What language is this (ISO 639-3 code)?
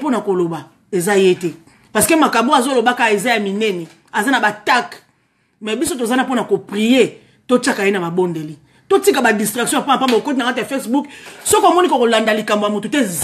lin